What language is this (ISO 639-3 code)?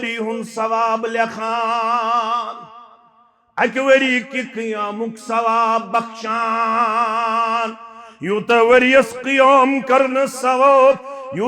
kas